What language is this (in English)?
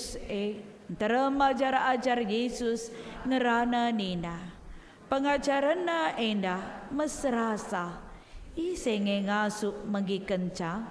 Batak Karo